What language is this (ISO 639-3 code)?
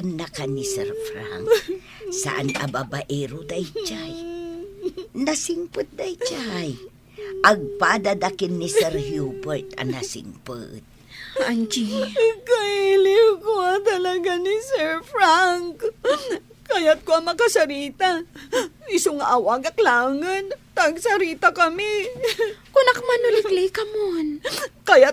ilo